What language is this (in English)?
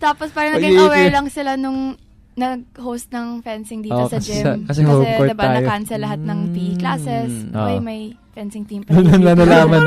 Filipino